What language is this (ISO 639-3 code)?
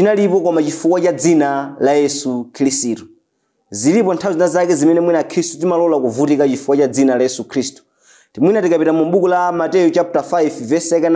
nya